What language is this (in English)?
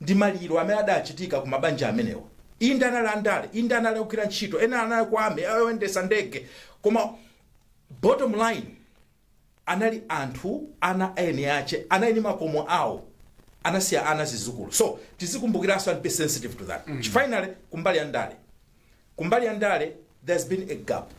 Nyanja